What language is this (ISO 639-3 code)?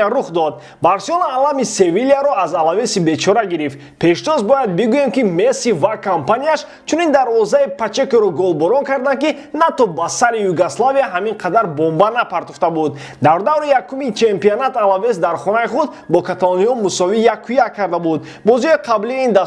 tgk